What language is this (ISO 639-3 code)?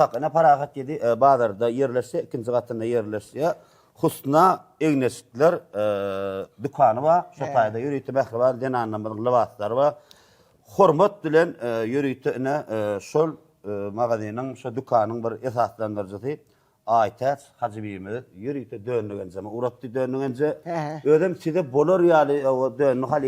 tuk